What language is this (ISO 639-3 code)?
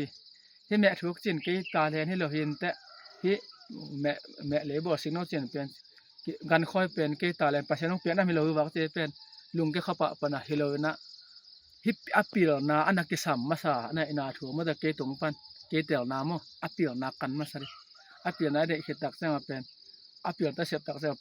ctd